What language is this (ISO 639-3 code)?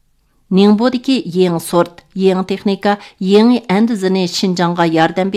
uig